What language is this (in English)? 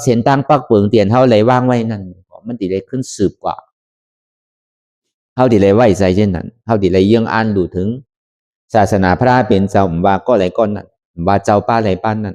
Shan